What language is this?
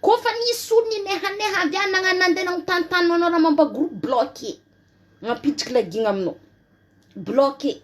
Malagasy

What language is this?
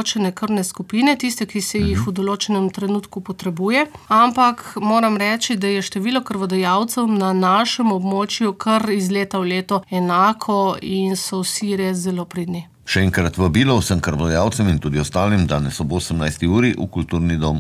Slovenian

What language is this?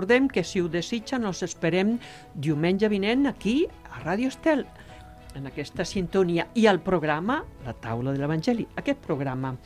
Catalan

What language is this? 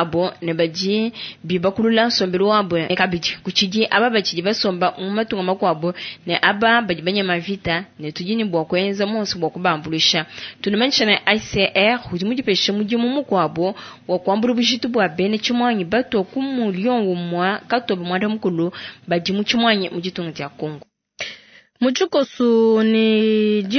Luba-Lulua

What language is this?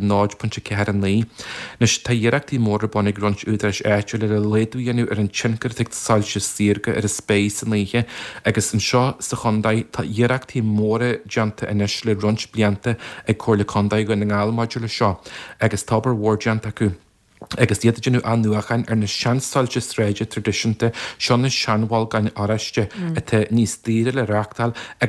Irish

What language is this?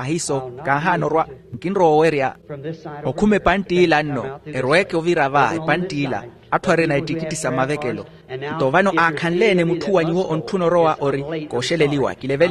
Makhuwa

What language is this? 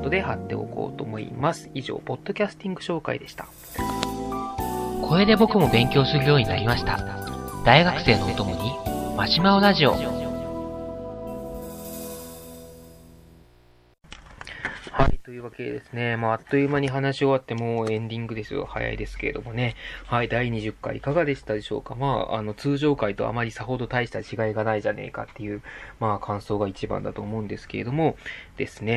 Japanese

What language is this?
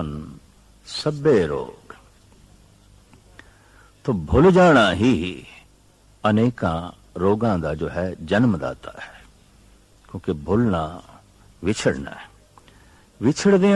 Punjabi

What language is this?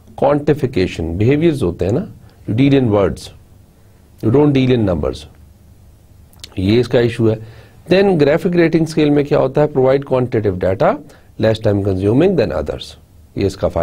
Hindi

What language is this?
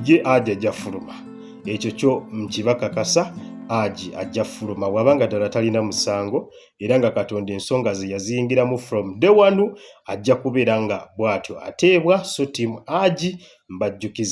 Ganda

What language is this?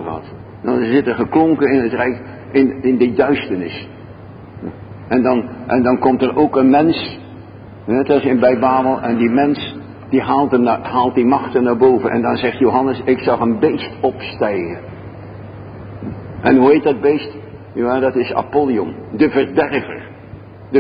Dutch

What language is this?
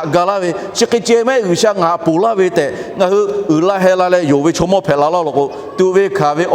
Lahu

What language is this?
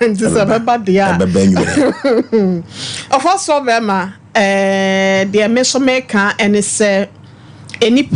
Akan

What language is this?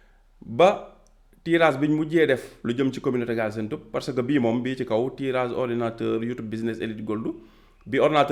Wolof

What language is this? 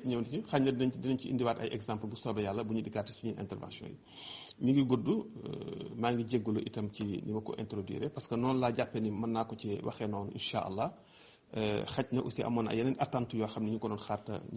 Wolof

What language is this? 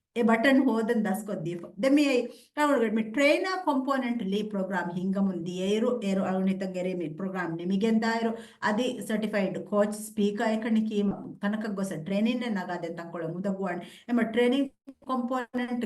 Divehi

